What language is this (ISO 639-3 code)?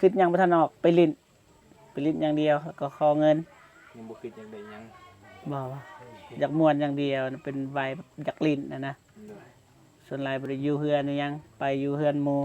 lao